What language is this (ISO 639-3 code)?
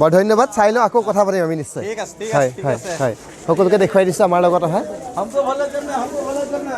asm